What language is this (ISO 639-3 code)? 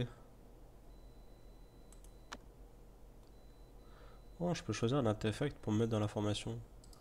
fra